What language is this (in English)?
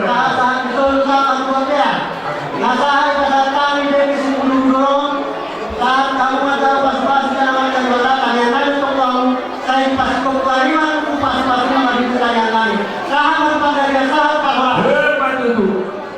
Batak Toba